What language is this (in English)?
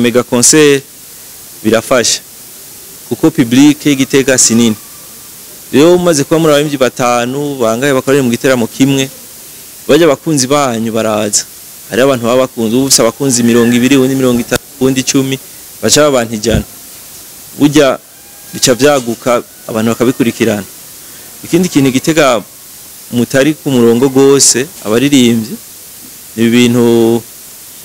Rundi